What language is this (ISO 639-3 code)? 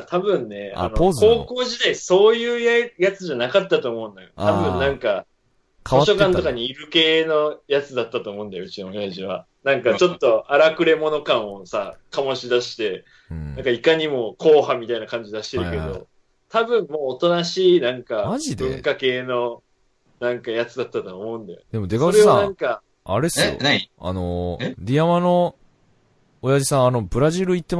jpn